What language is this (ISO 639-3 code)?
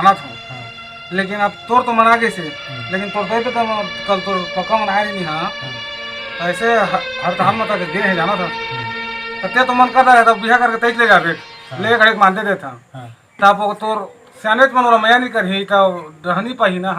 hne